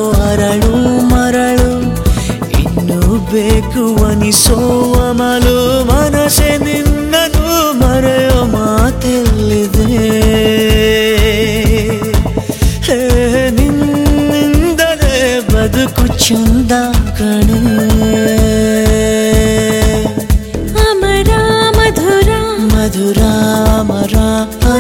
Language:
Kannada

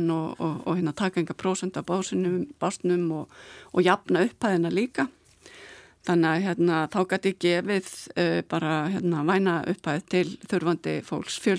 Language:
Icelandic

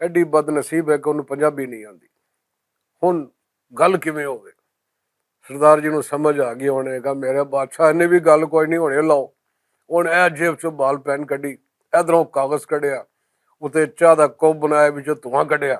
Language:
Western Panjabi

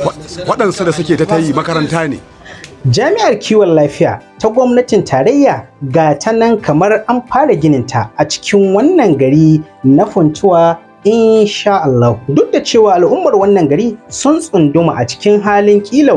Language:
Hausa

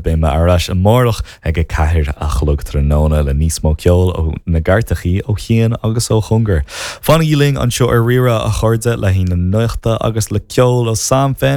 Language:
Irish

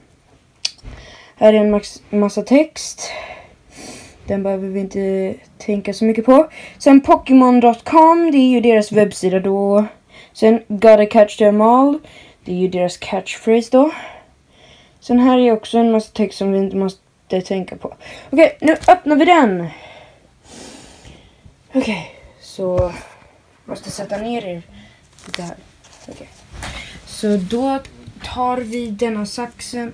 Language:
Swedish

